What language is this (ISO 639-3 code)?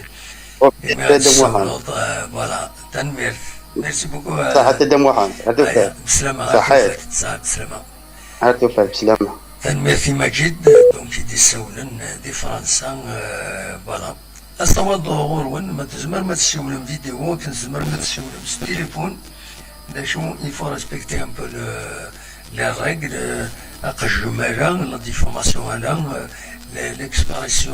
kab